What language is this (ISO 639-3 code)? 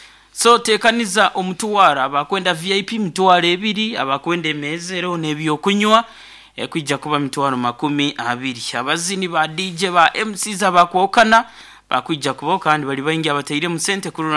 nyo